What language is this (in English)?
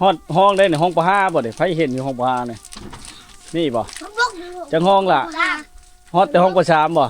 Lao